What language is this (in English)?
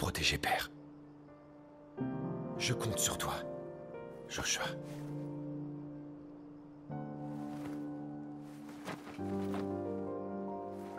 French